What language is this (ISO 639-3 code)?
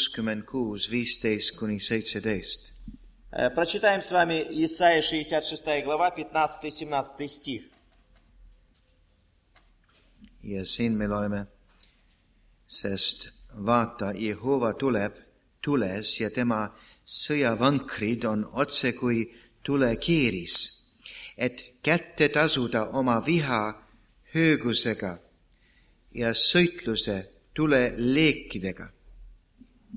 est